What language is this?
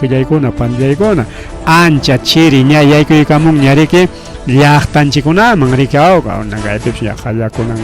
Ayacucho Quechua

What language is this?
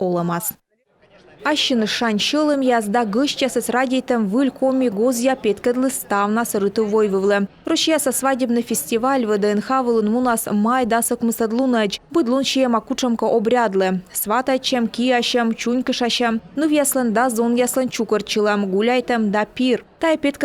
Komi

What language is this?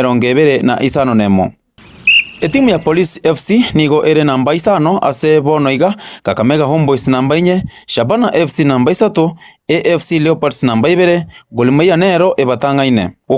Gusii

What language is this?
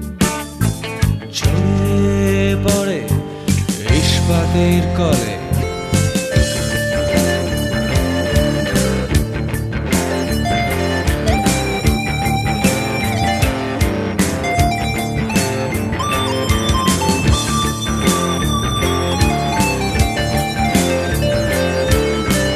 Bangla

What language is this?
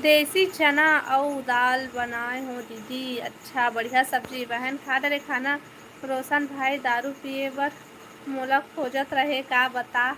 Chhattisgarhi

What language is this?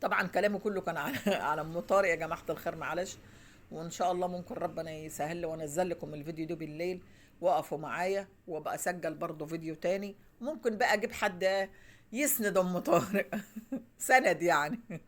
Egyptian Arabic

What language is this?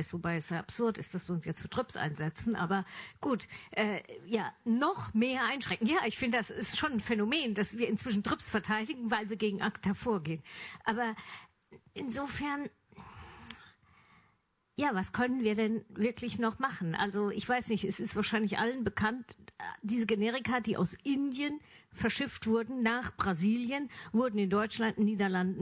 German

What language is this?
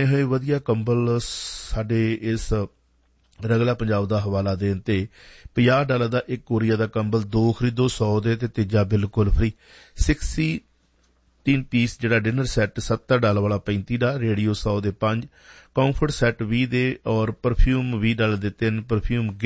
Punjabi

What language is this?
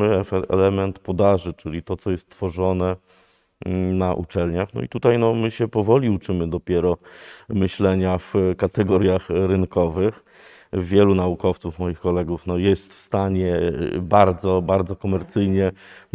Polish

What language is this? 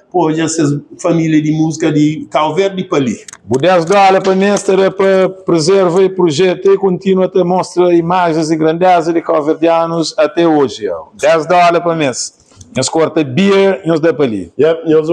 Kabuverdianu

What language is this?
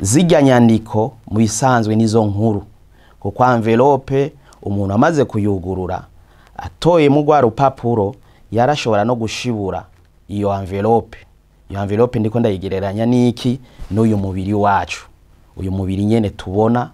Rundi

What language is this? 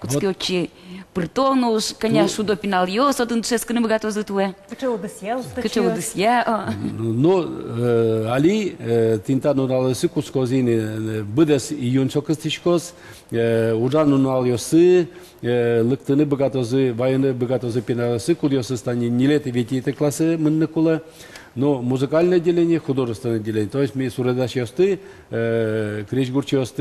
Udmurt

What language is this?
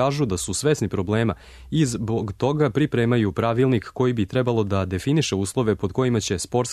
Serbian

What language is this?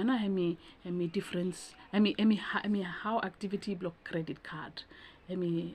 Bislama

